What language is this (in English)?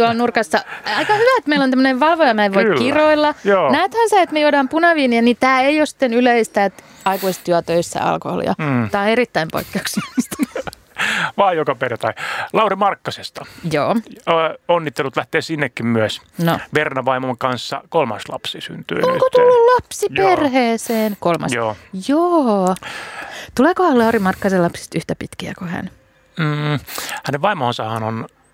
Finnish